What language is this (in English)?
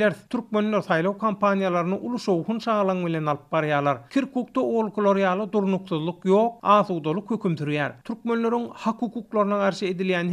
Turkmen